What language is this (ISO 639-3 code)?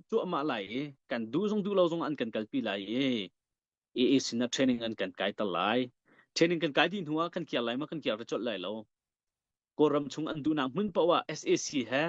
cnh